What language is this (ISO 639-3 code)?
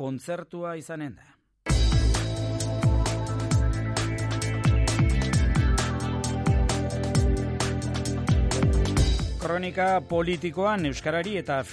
eus